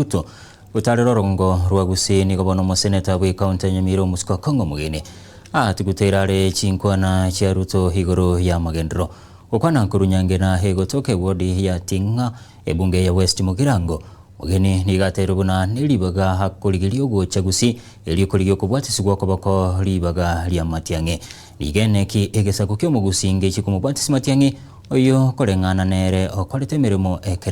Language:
Gusii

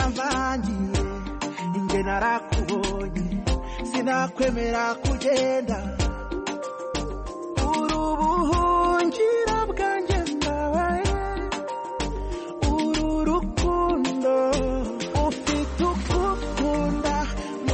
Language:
Kinyarwanda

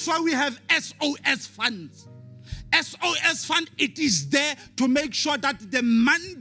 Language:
Southern Sotho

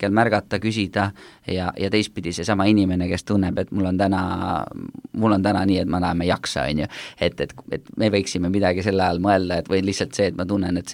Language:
Estonian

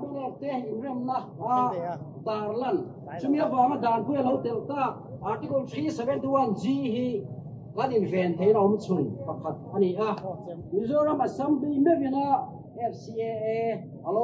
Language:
Mizo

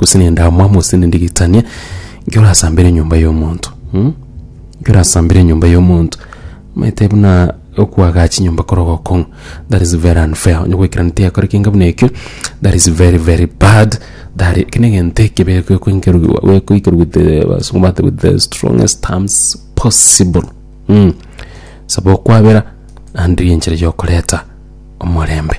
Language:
Gusii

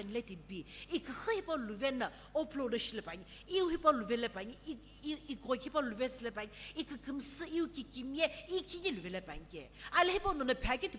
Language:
Sumi Naga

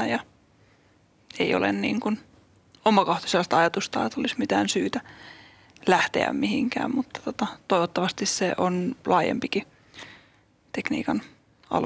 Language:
Finnish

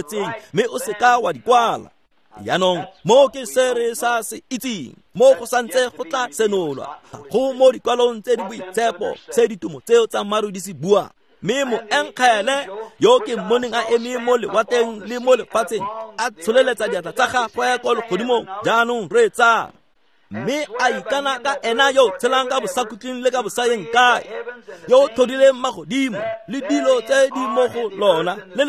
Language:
Tswana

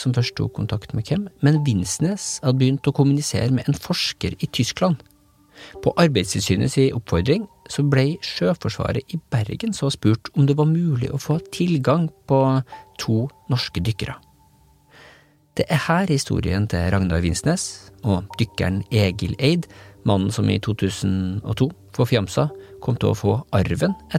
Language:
Norwegian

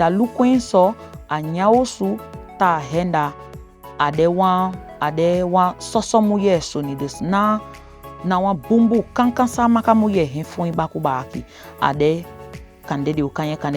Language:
Saramaccan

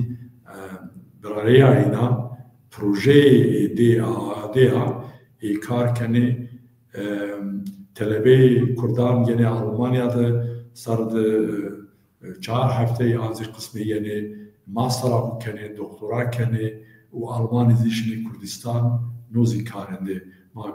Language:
Zaza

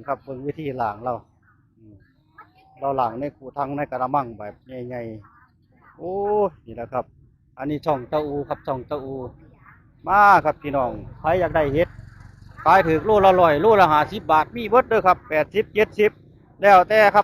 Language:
Northeastern Thai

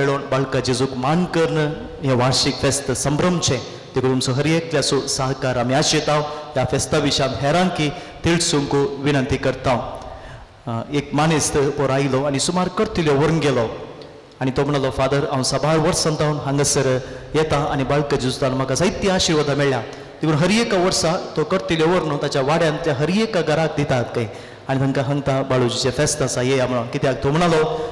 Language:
Konkani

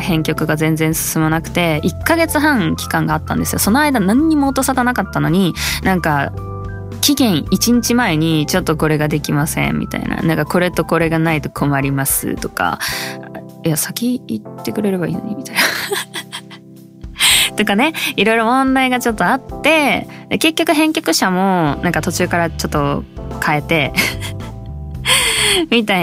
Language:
Japanese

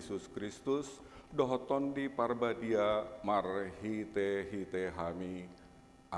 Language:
Batak Toba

